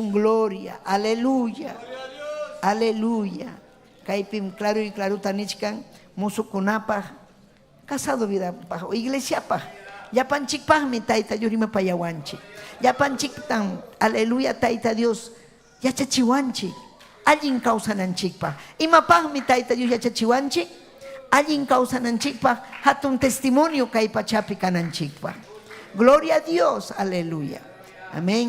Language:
Ayacucho Quechua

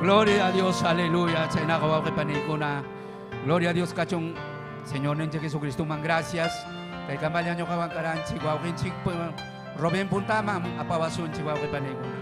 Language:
Ayacucho Quechua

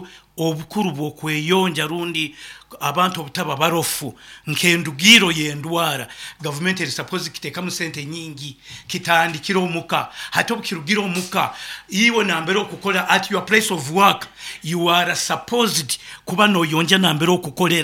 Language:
Nyoro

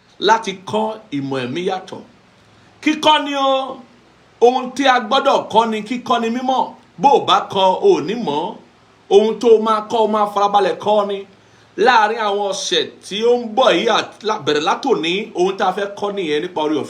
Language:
Yoruba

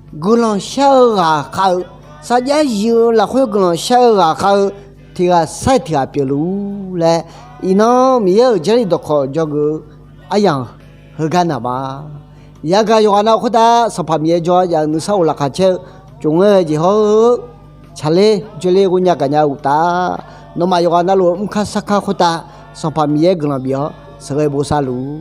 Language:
Akha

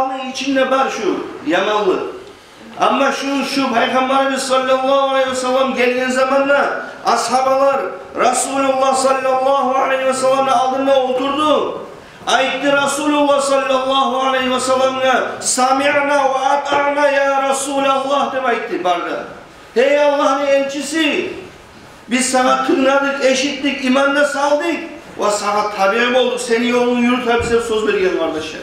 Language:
Kumyk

